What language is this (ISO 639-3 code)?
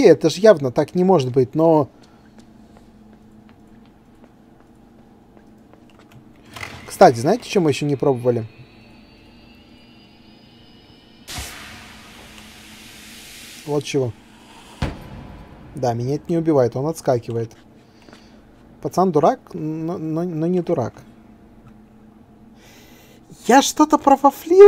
rus